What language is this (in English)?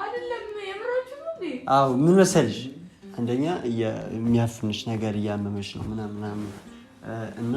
Amharic